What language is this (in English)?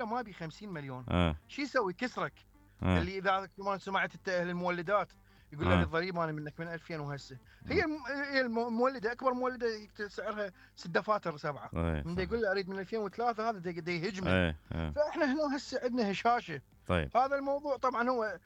Mesopotamian Arabic